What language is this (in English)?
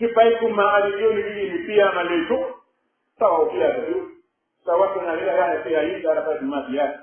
Pular